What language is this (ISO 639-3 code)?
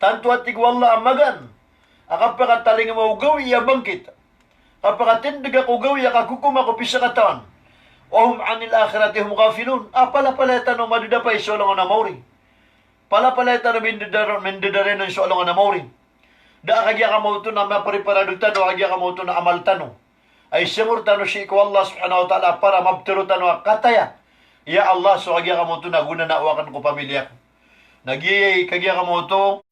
mrw